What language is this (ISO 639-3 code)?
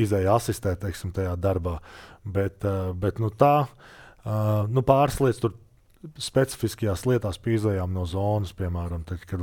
lav